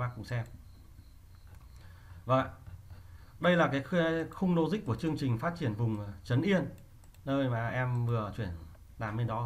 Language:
Vietnamese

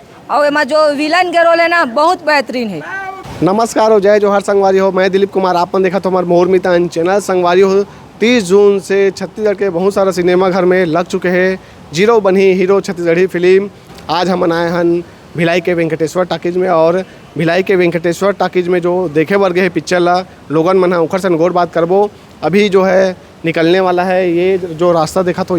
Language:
Chhattisgarhi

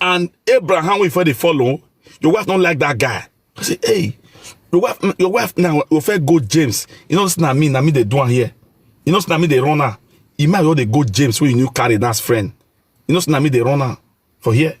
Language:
Nigerian Pidgin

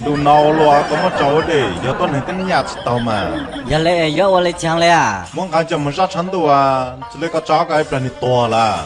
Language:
Hmong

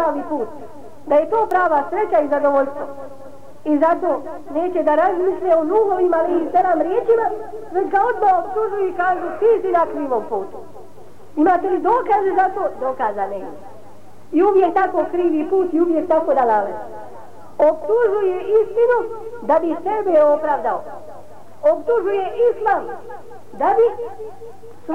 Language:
Bosnian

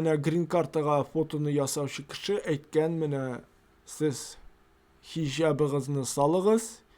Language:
Tatar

